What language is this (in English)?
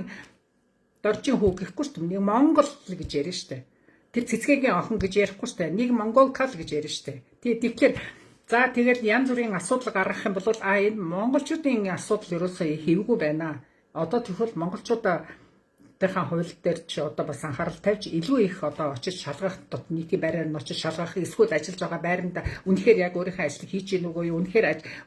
Mongolian